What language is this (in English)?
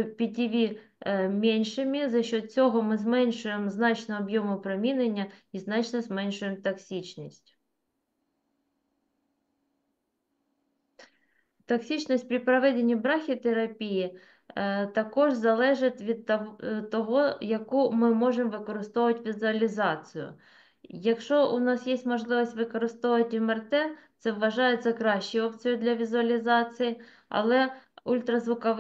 Ukrainian